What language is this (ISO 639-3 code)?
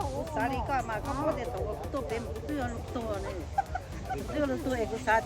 hmn